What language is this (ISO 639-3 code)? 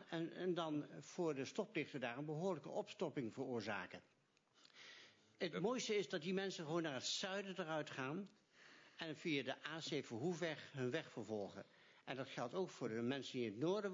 nld